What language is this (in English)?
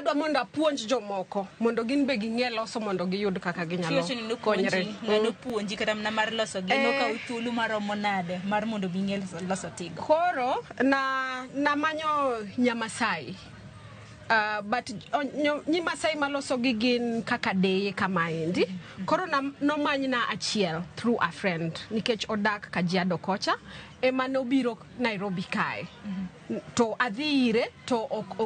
Luo (Kenya and Tanzania)